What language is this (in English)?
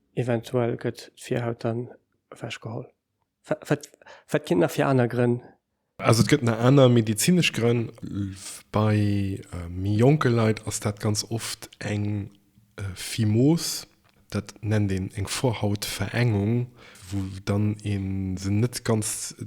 Luxembourgish